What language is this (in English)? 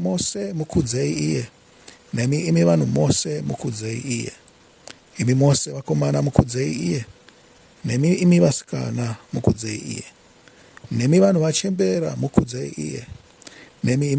Shona